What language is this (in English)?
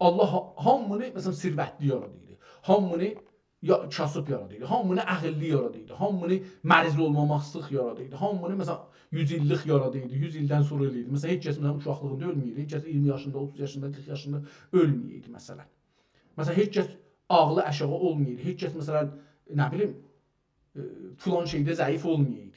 South Azerbaijani